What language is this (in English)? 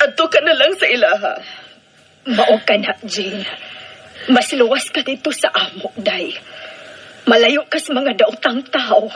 Cebuano